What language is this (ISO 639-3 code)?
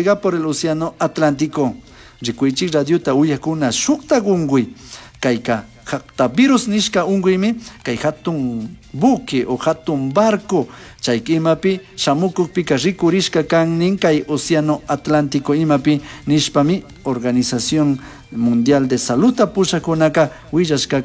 qug